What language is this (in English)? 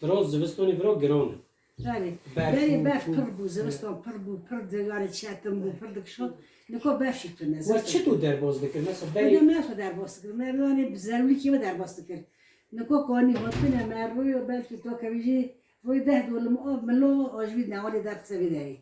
Kurdish